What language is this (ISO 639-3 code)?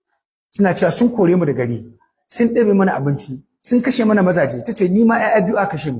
hau